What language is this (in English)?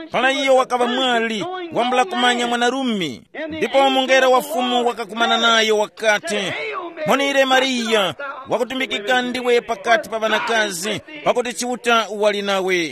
Tumbuka